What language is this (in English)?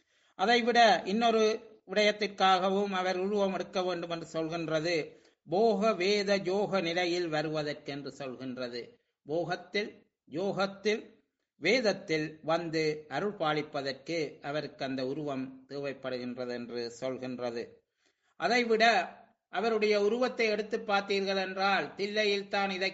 Tamil